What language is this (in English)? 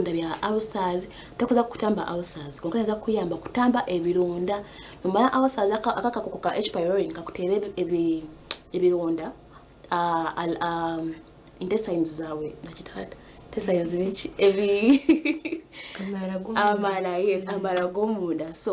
Nyankole